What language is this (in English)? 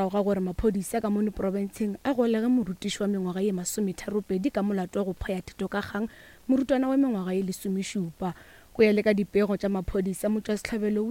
Northern Sotho